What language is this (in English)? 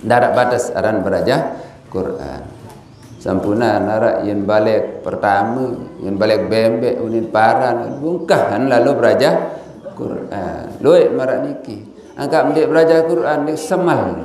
Sasak